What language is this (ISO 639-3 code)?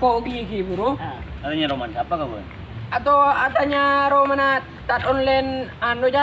mad